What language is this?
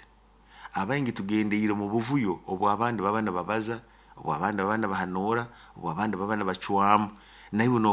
Nyoro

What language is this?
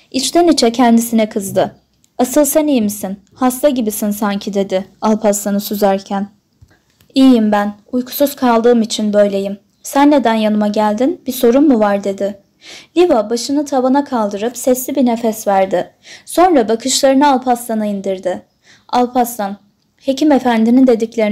Turkish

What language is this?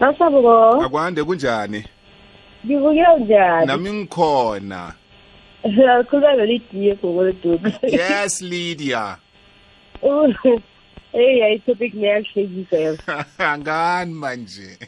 South Ndebele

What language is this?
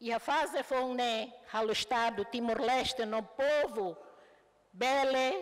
Tetum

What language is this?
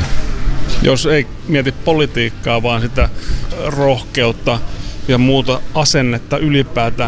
Finnish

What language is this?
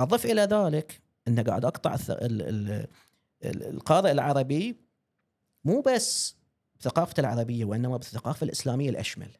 Gulf Arabic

